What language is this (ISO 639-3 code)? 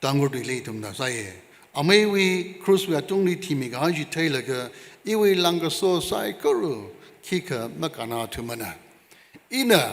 nmf